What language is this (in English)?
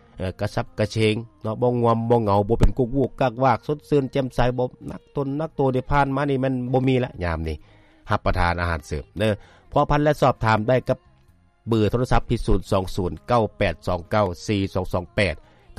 Lao